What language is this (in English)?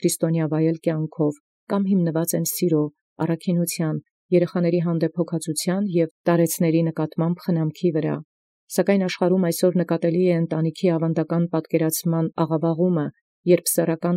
Armenian